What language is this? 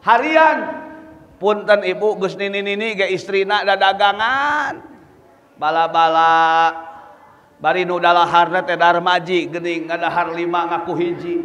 Sundanese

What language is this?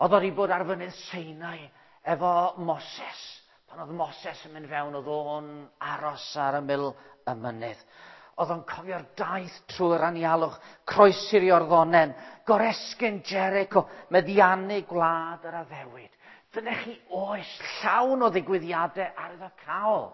Welsh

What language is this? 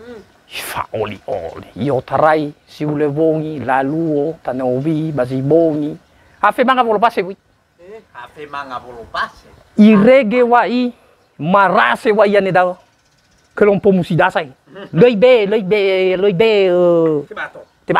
Nias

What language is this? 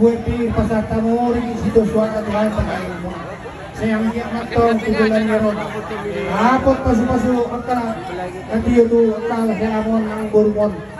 Batak Toba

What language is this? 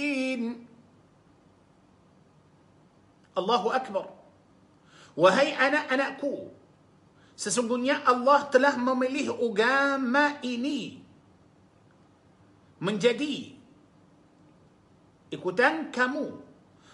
Malay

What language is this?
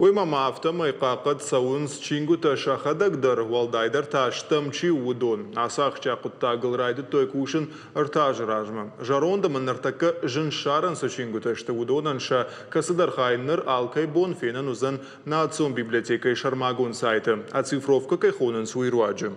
Ossetic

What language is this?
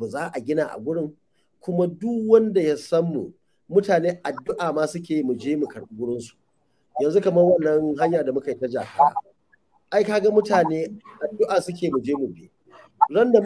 Hausa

